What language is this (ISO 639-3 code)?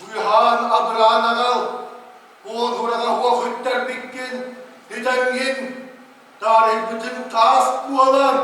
sah